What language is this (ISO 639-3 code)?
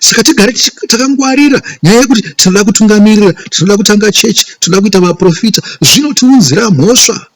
sna